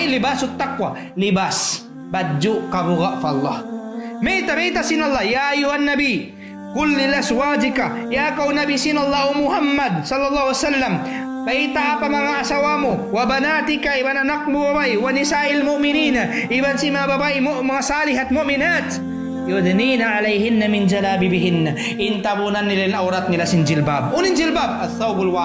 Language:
Tausug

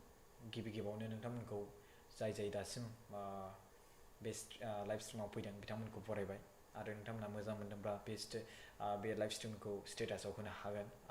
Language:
Bodo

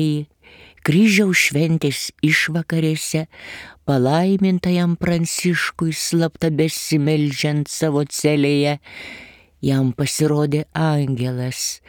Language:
Lithuanian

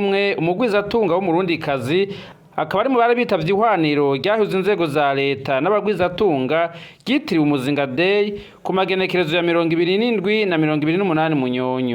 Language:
Rundi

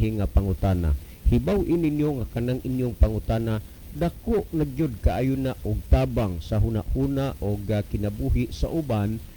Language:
Cebuano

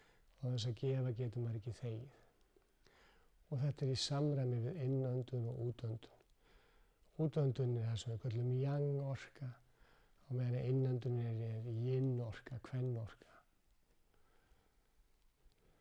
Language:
Icelandic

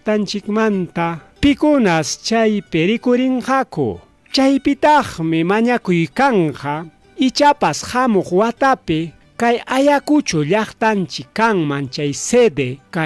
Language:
Ayacucho Quechua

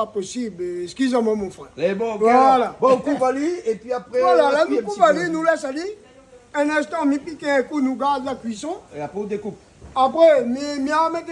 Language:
Réunion Creole French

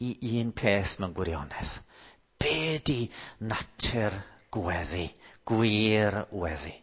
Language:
Welsh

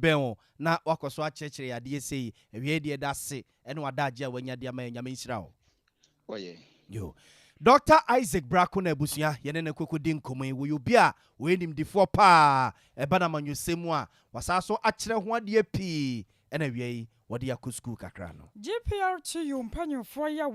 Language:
Akan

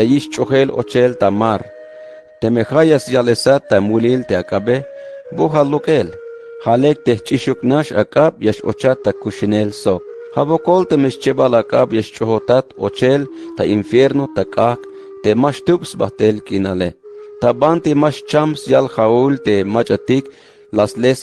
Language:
Tzeltal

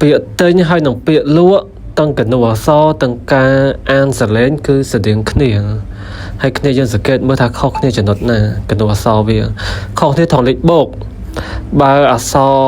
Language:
Khmer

